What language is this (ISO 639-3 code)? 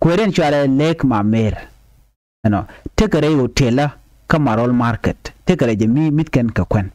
nus